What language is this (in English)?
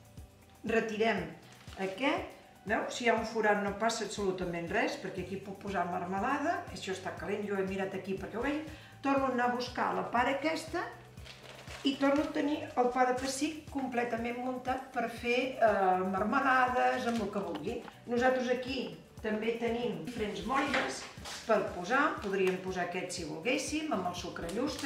Catalan